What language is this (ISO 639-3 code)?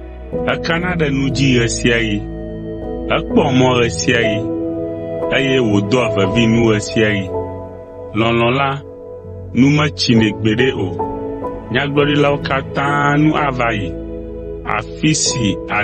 ewe